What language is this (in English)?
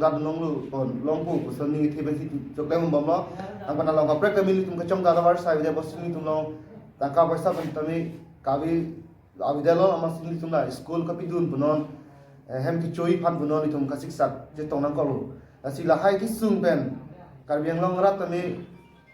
Karbi